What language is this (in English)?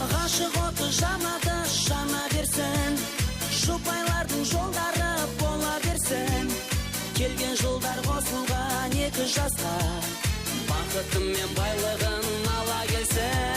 Kara-Kalpak